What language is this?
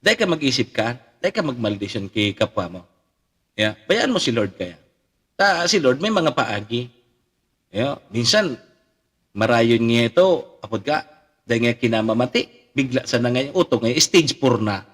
Bikol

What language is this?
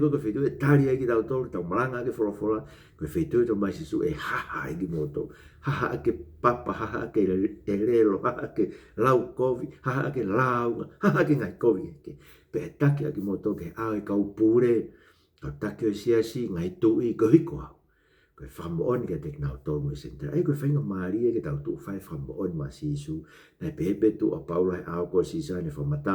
Tongan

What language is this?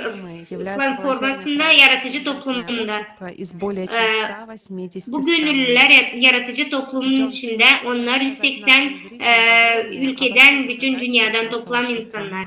Gagauz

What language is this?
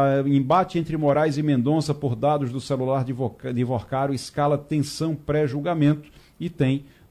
Portuguese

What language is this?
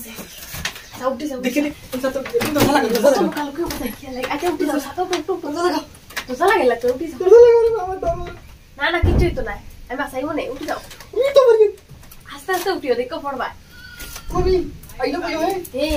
Sylheti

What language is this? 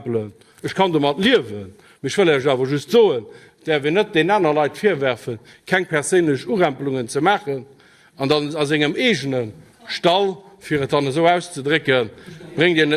Luxembourgish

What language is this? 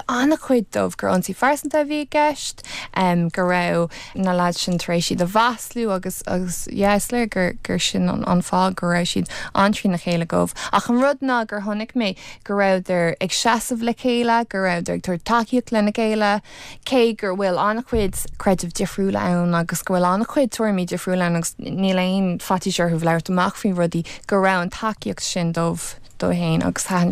Irish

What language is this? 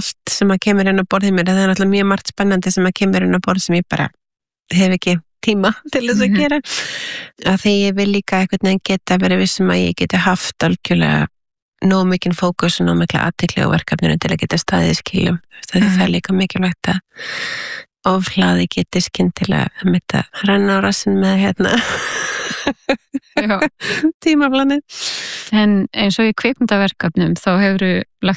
Icelandic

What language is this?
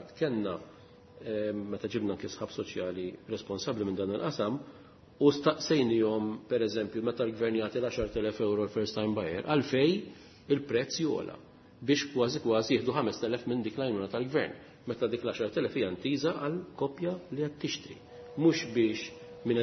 Maltese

